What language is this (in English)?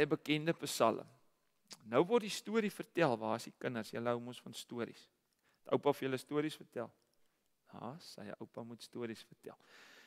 Afrikaans